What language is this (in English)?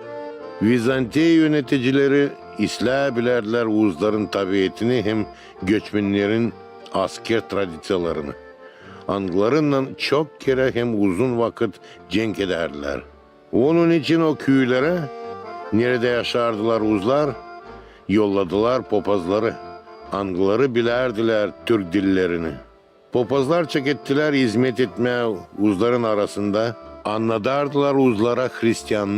Gagauz